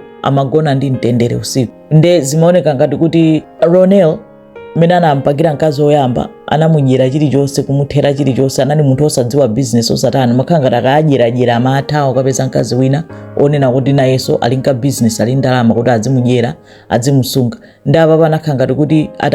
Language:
Nyanja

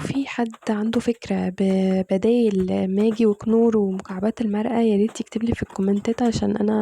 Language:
Egyptian Arabic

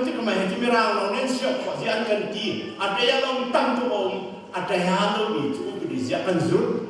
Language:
Hakha Chin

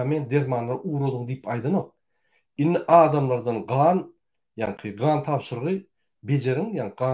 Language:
Turkmen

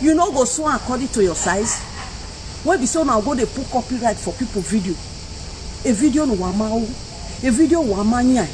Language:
Nigerian Pidgin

